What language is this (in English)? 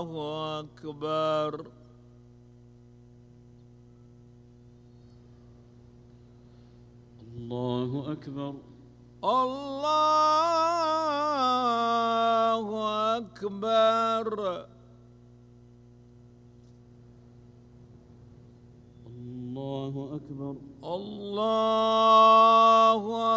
Arabic